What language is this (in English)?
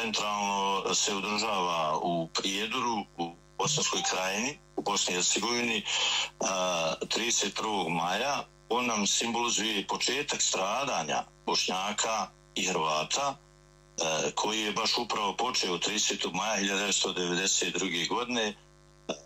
Bosnian